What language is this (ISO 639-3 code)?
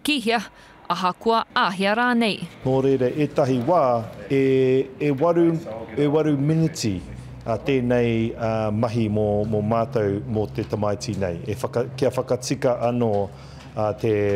mri